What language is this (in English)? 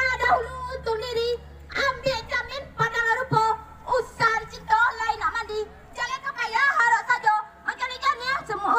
Minangkabau